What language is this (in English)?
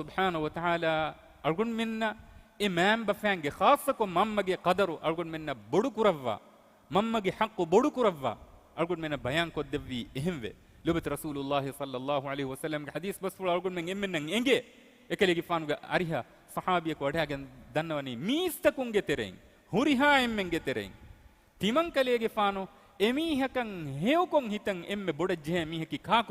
Divehi